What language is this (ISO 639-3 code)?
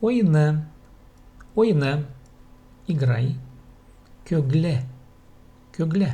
kjh